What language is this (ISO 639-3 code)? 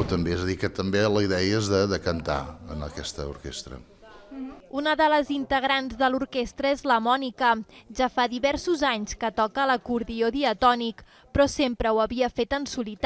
cat